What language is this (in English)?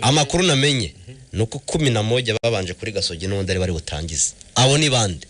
Kinyarwanda